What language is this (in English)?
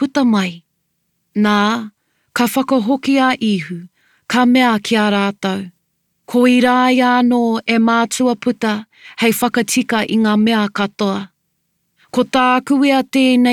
Māori